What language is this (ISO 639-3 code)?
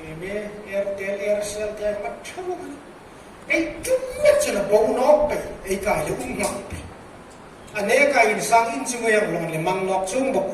hmr